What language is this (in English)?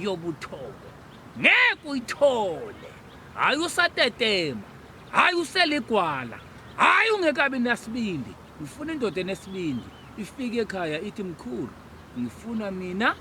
Zulu